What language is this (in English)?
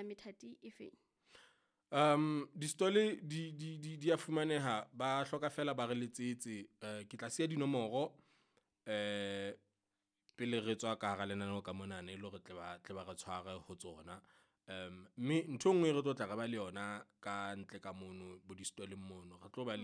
Southern Sotho